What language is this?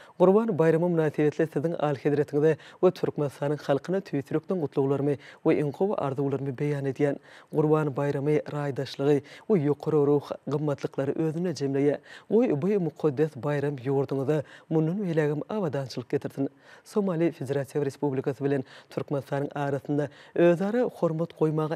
Turkmen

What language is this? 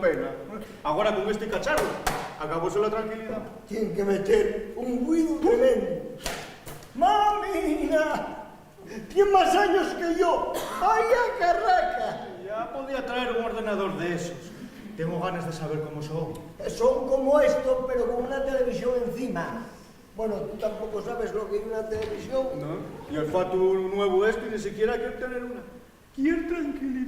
Asturian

